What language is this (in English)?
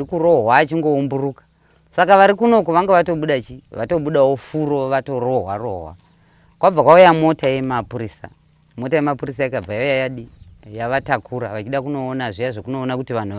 Shona